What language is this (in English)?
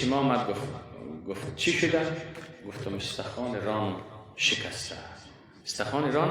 Persian